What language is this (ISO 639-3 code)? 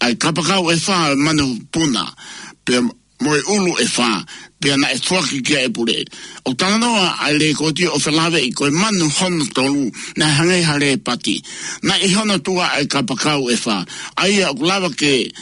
ton